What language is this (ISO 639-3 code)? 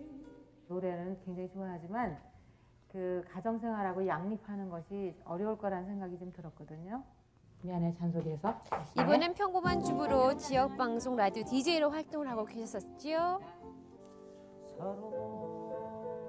kor